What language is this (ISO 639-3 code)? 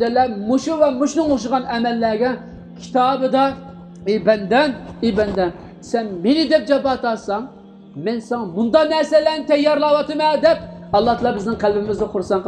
uig